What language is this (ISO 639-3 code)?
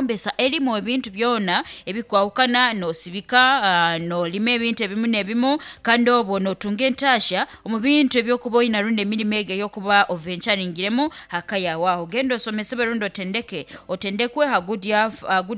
nyn